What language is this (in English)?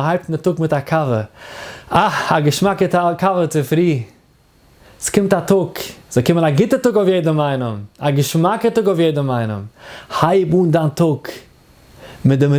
Yiddish